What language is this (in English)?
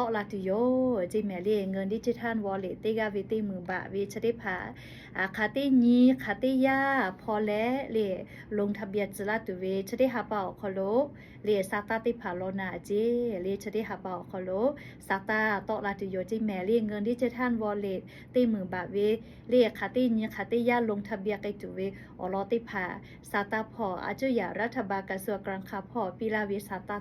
Lahu